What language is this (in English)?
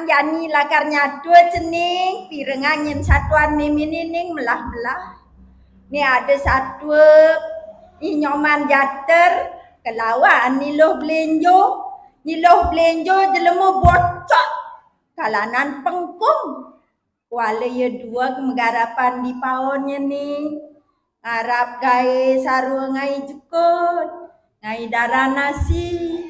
Balinese